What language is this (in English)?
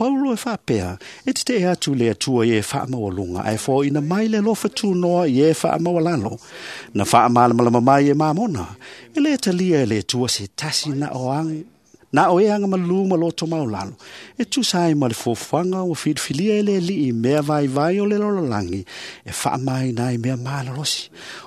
Samoan